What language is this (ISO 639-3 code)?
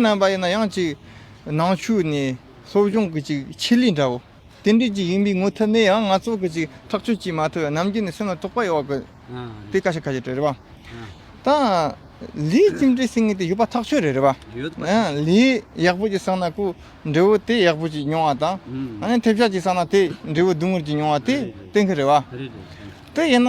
bod